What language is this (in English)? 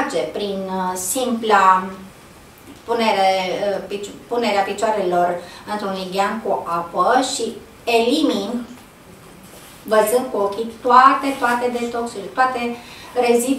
Romanian